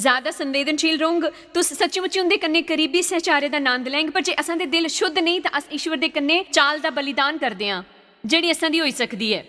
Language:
Dogri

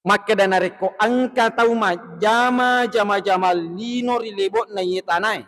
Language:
Buginese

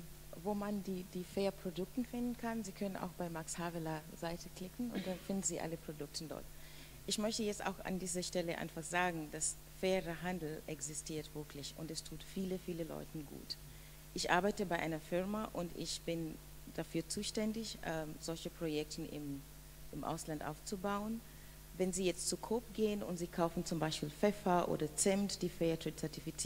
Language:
German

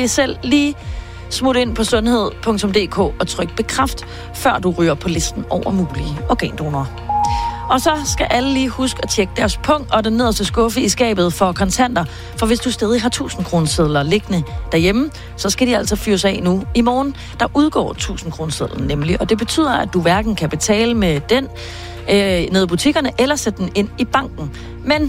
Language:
Danish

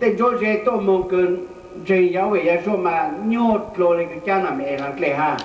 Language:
Hmong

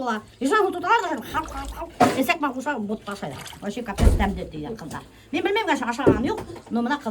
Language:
Bashkir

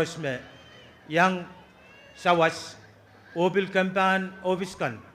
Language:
Pohnpeian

